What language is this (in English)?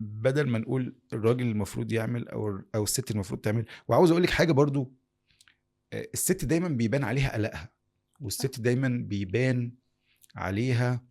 Egyptian Arabic